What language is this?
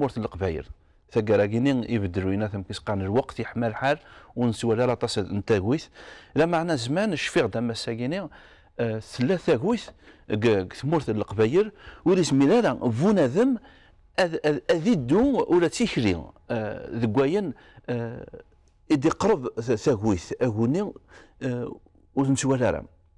Kabyle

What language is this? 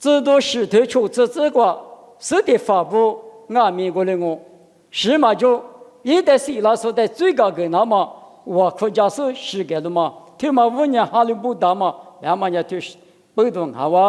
Lisu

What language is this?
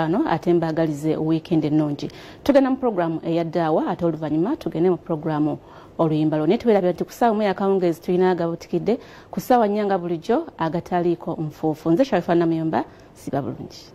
Ganda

